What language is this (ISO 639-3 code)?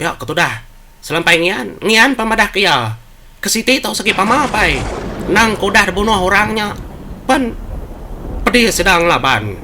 iba